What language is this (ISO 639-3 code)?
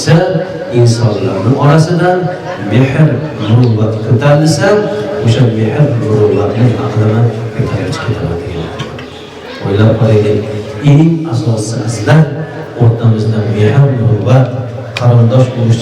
uzb